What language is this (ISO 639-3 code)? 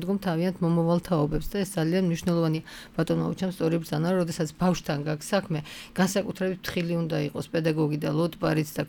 kat